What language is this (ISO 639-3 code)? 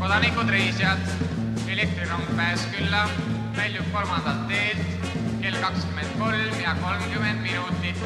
est